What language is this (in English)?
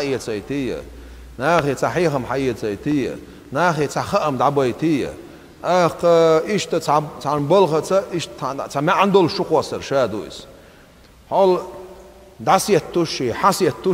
Chechen